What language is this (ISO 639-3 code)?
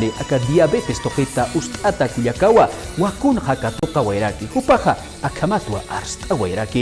aym